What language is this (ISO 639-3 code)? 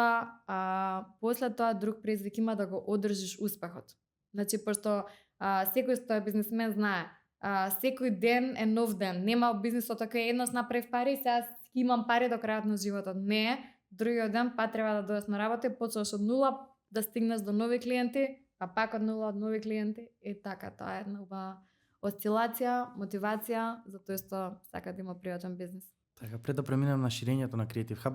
mkd